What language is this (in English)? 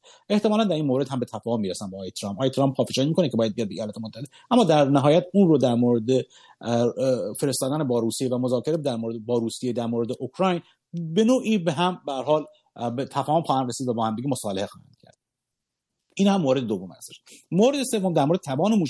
Persian